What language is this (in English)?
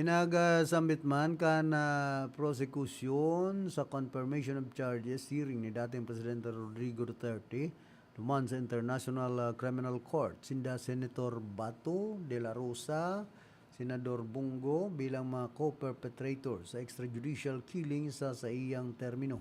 Bikol